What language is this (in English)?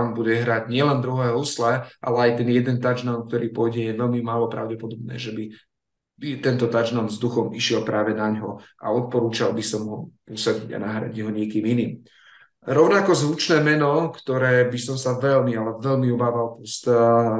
Slovak